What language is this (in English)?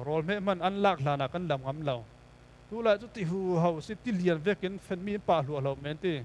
Falam Chin